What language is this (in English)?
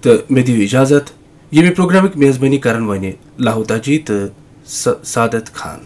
Kashmiri